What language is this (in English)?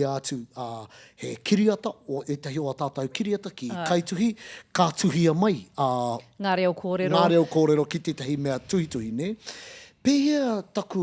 Māori